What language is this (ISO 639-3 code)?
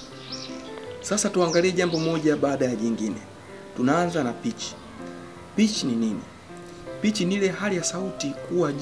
swa